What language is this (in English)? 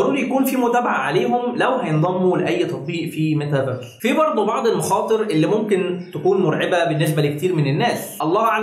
Egyptian Arabic